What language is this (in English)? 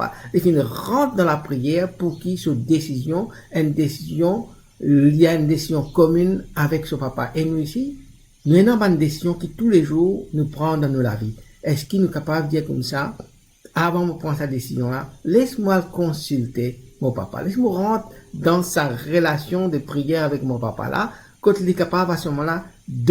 Morisyen